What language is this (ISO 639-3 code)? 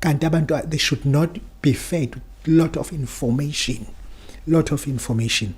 zul